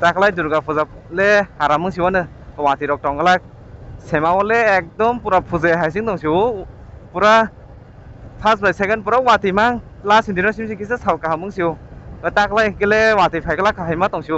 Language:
Kok Borok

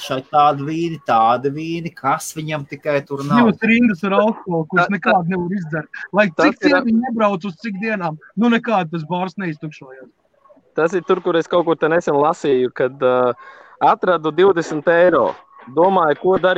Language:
Latvian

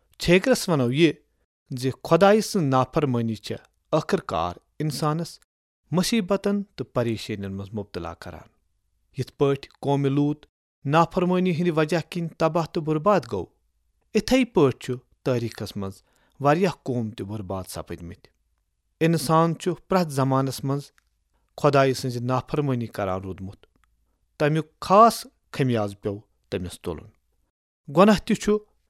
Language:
Kashmiri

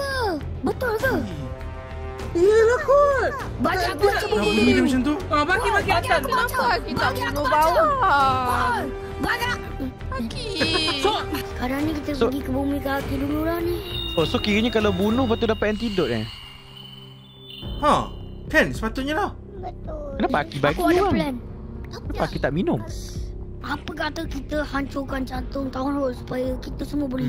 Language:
Malay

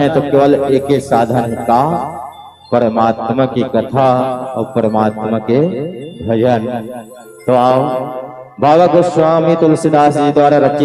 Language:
Chhattisgarhi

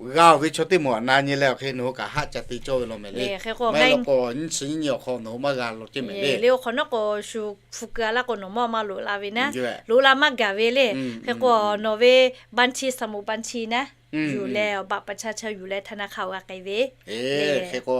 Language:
Lahu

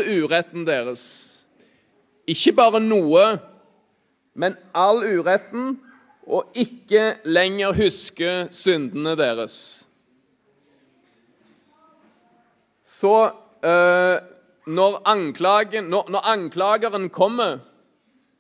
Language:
Norwegian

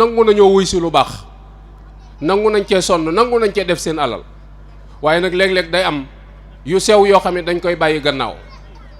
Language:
Wolof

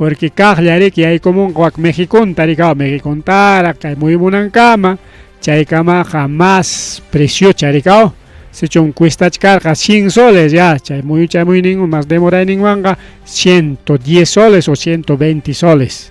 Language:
Ayacucho Quechua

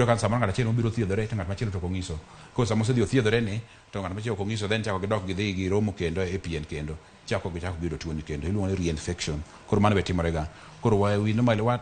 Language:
Luo (Kenya and Tanzania)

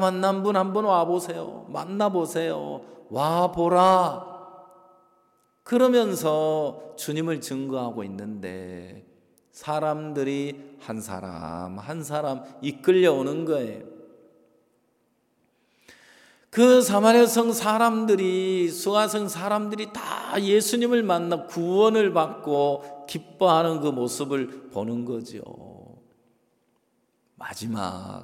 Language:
Korean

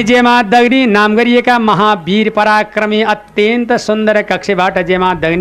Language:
Nepali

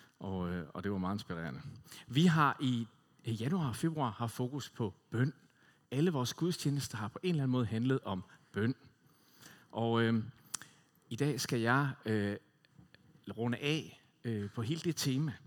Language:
Danish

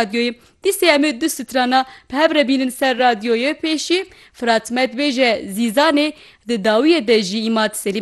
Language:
Kurdish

